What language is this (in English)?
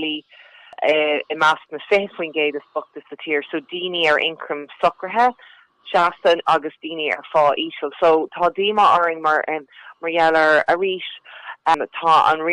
Irish